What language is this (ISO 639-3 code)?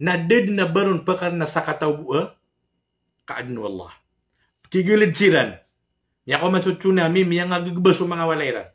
mrw